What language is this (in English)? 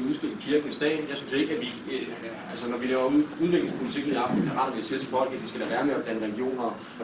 Danish